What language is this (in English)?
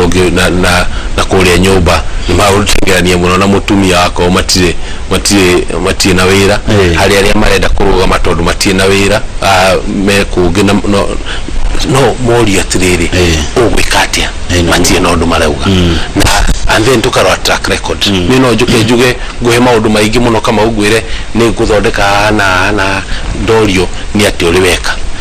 Kikuyu